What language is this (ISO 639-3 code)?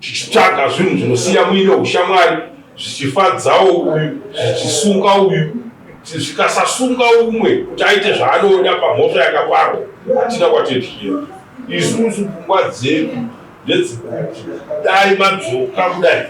sna